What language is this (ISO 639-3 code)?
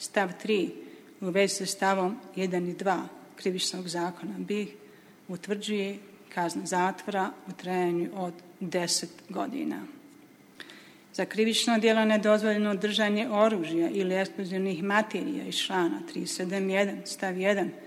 bos